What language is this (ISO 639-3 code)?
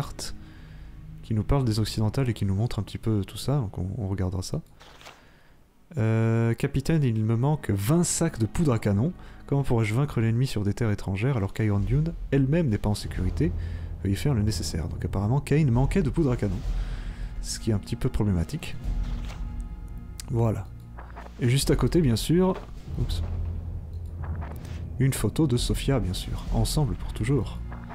fra